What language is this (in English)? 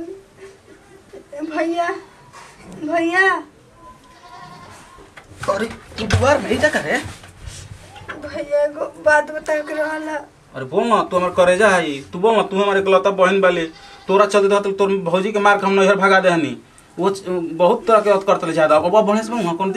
Bhojpuri